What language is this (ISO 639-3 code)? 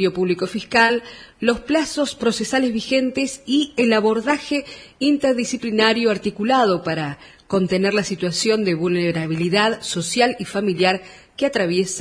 spa